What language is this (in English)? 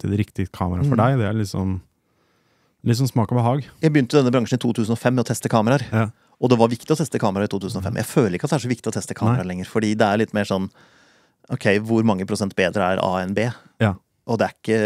Norwegian